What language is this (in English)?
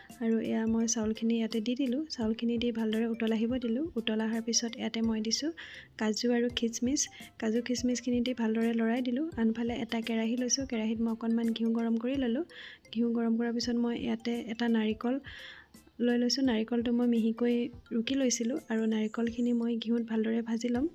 Assamese